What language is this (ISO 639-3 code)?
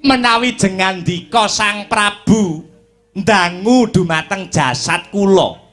jav